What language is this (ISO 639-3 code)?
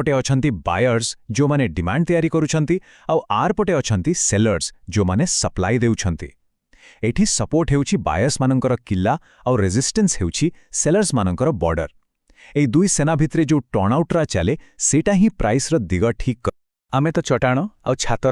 ori